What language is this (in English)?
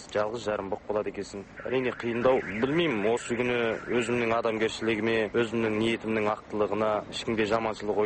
Kazakh